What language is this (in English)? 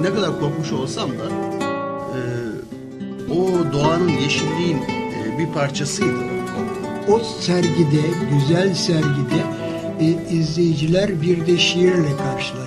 Turkish